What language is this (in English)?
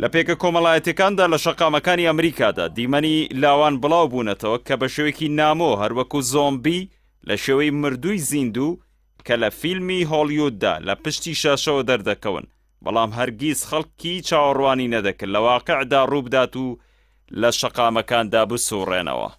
Central Kurdish